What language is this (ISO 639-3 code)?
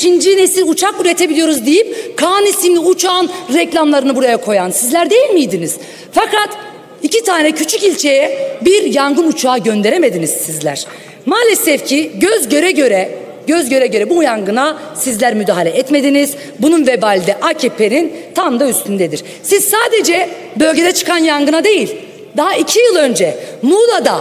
tur